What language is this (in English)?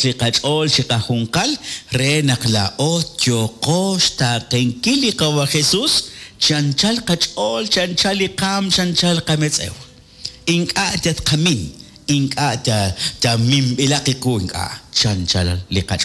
Kekchí